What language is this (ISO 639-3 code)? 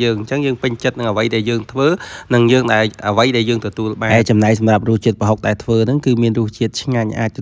khm